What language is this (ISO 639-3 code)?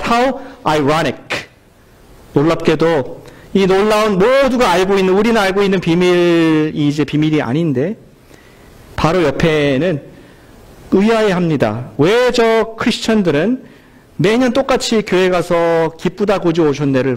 kor